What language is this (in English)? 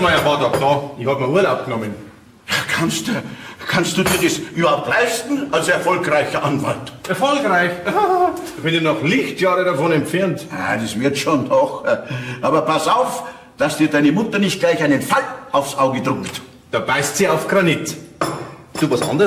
Bavarian